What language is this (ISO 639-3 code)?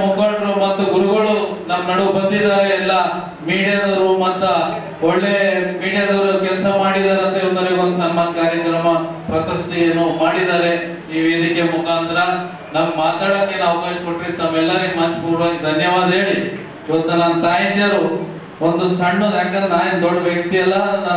kan